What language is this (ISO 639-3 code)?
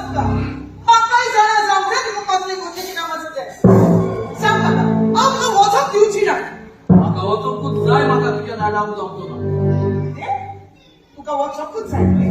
kok